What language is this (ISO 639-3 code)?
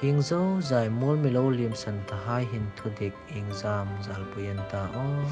hmr